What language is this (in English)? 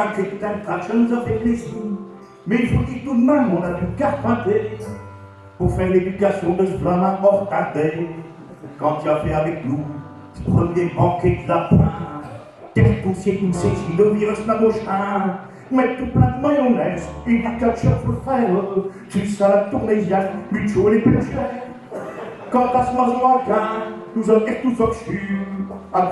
Picard